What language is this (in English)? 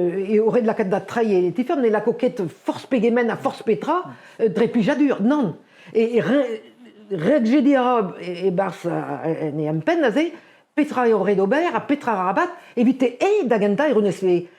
Breton